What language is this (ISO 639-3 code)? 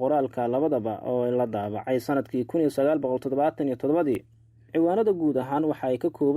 som